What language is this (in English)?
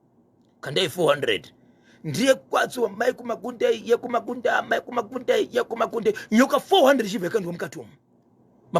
Shona